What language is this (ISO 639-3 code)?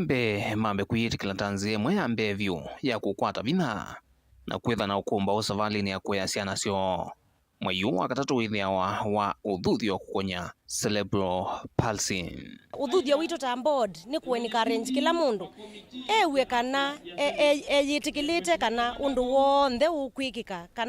kam